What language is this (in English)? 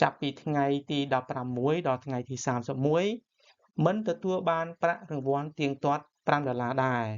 Khmer